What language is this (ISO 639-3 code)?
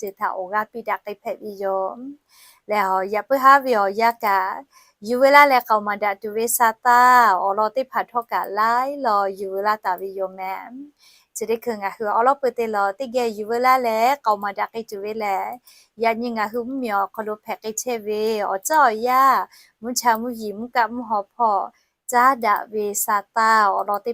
lhu